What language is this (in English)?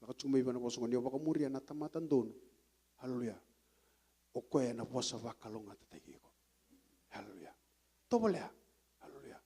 Fijian